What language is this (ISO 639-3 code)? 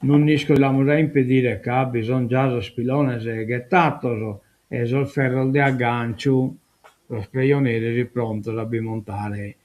srd